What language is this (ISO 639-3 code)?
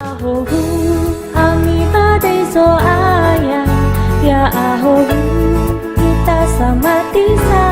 nia